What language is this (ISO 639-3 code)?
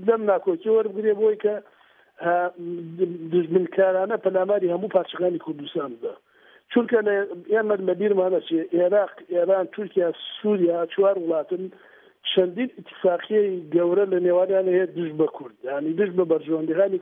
ckb